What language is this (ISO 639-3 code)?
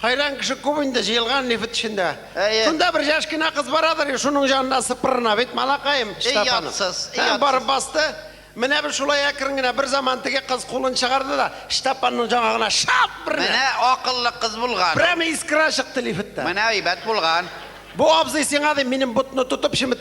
tat